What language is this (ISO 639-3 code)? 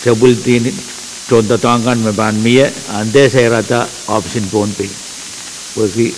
pon